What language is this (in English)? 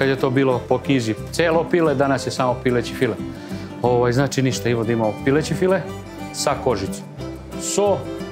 Serbian